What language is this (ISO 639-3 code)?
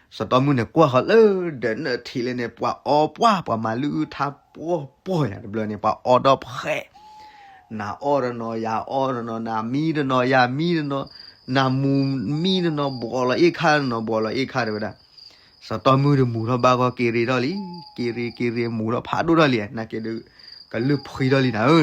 ksw